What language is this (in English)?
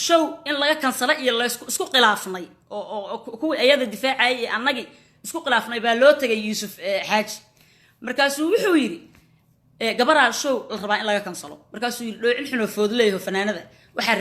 Somali